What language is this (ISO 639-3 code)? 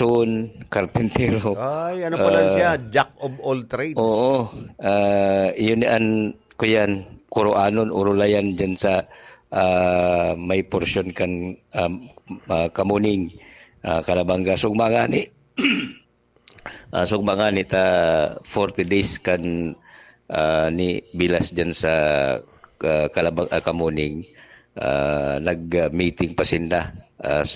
bik